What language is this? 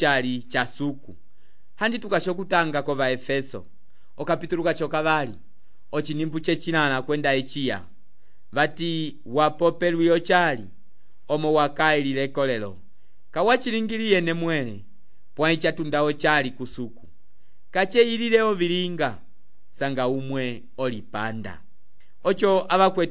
Umbundu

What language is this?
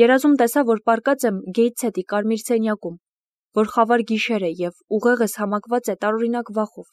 Armenian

